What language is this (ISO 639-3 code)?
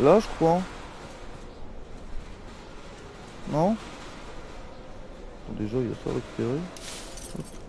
fra